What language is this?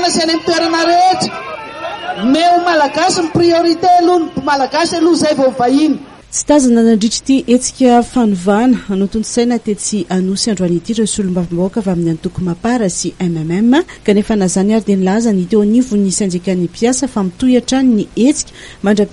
Malagasy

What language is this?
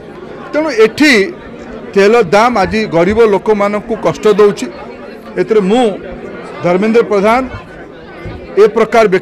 Odia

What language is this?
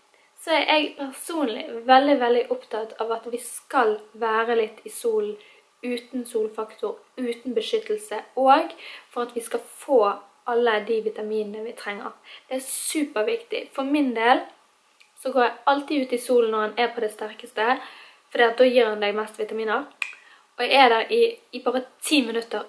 Norwegian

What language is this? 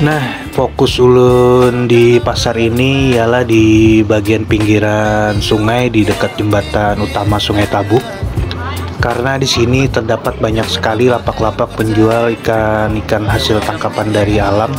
Banjar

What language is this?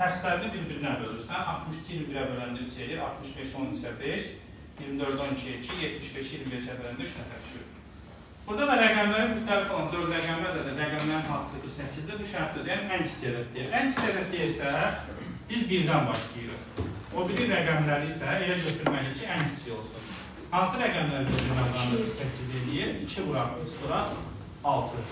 Azerbaijani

